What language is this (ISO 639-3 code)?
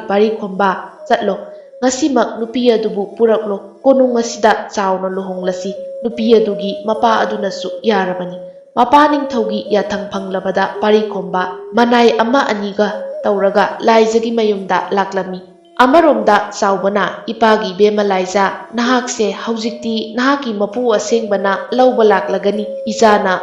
mni